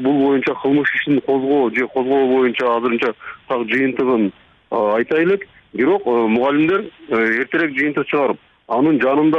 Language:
Kyrgyz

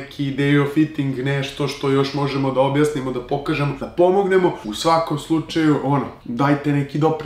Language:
Serbian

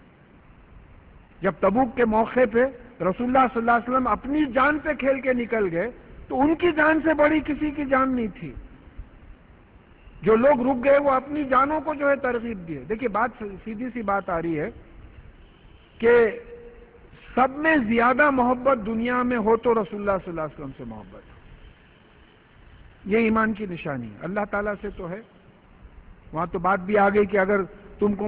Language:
Urdu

